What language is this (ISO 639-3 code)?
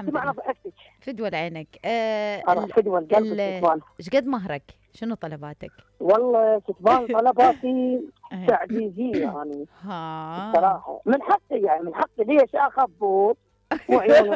acm